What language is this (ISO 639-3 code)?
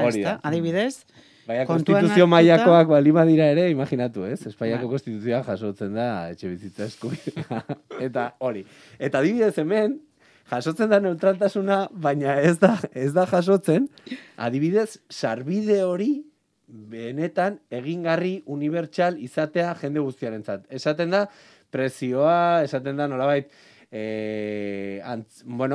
eus